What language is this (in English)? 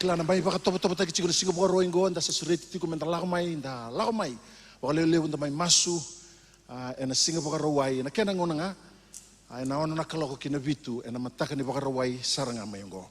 Fijian